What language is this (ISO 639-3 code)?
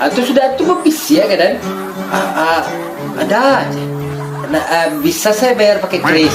min